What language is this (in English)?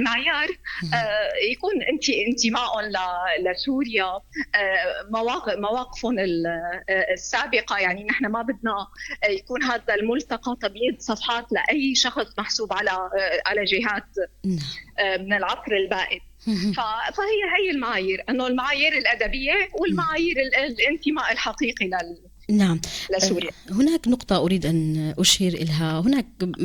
North Levantine Arabic